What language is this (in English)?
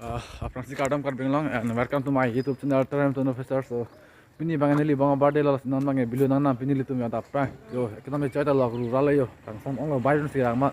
Karbi